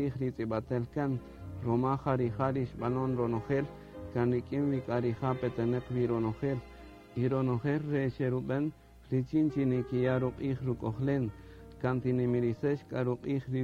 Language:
Kaqchikel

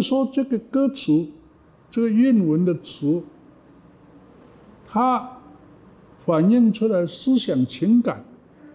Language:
Chinese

